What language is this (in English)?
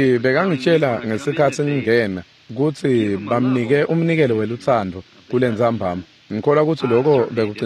Swati